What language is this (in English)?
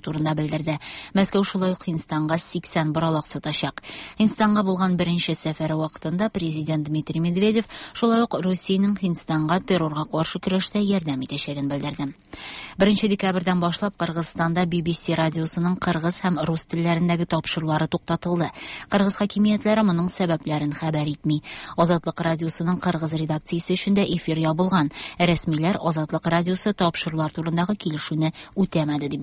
Tatar